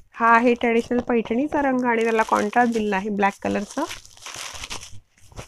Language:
Marathi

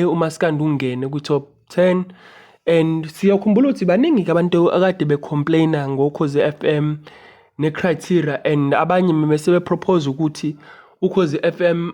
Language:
Zulu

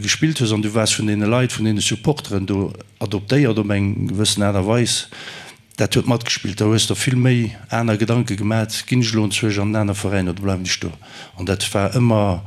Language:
Luxembourgish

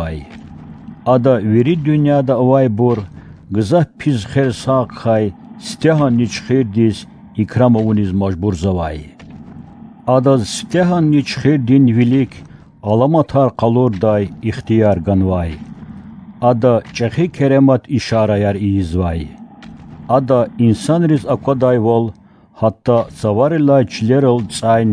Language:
Lezghian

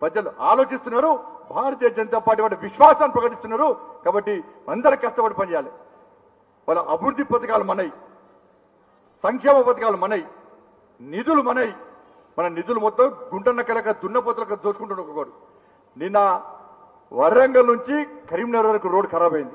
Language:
Telugu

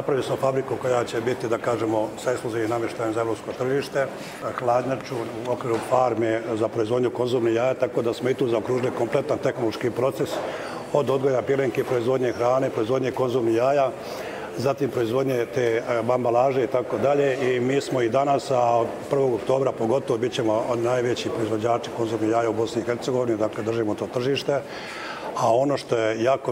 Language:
Bosnian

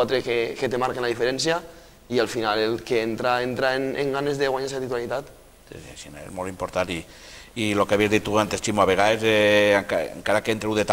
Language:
Catalan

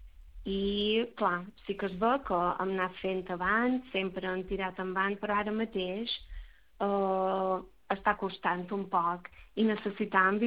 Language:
Catalan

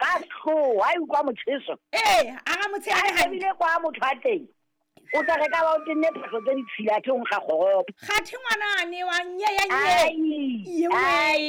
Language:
Southern Sotho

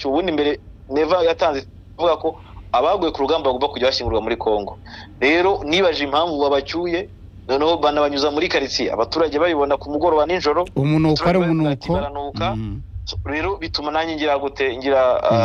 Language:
Kinyarwanda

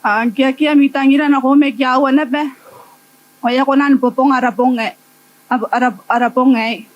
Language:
Gilbertese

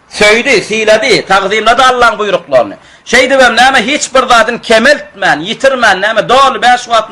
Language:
Turkmen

